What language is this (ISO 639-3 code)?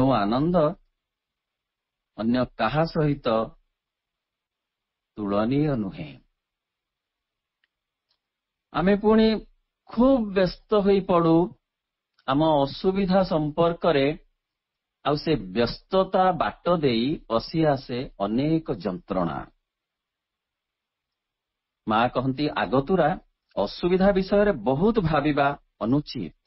ori